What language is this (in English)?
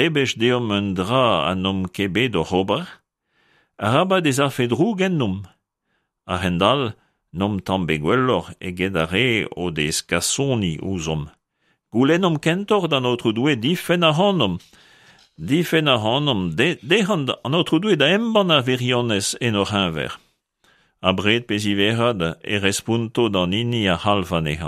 Breton